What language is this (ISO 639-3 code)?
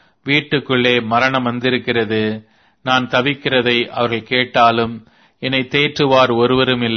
tam